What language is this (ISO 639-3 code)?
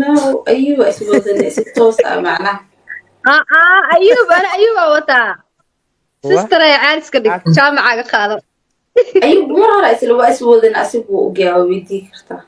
som